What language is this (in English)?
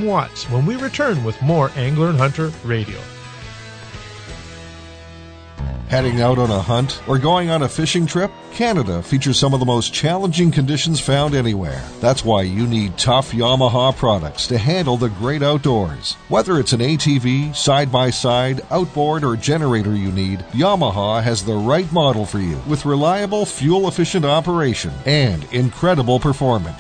English